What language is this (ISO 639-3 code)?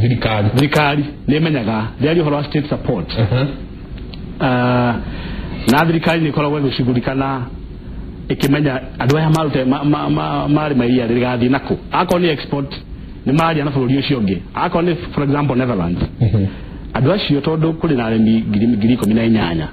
kik